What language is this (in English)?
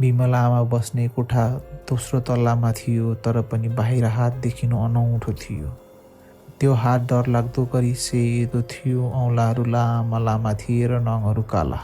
Nepali